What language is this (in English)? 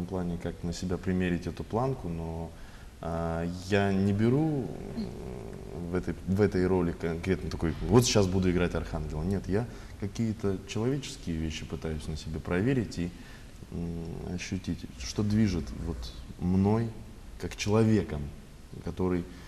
Russian